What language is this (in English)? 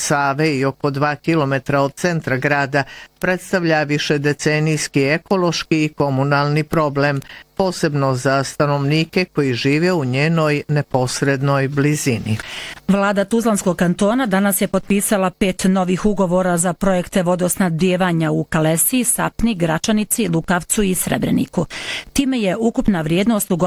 Bosnian